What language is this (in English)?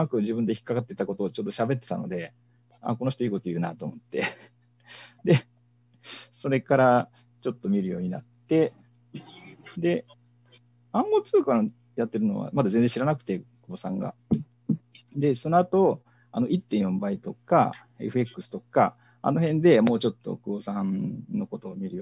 Japanese